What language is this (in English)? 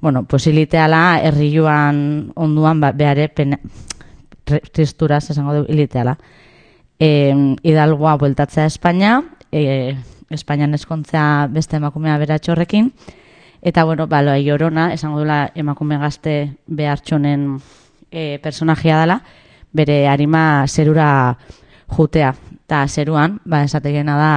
Basque